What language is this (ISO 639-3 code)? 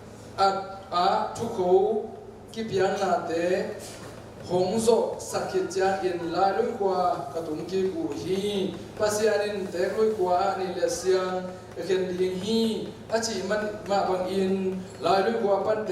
ctd